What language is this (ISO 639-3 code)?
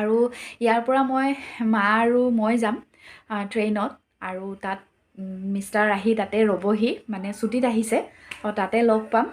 asm